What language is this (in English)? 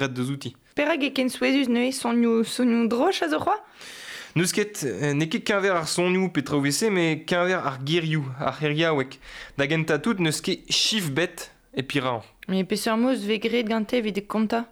Breton